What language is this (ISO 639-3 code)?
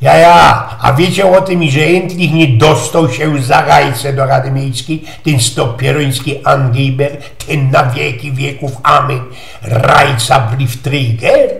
szl